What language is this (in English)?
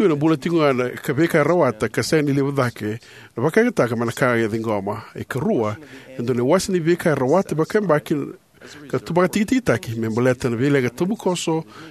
Fijian